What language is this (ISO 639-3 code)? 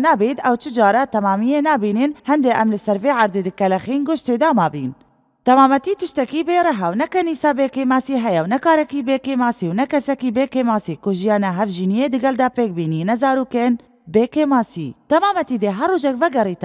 kur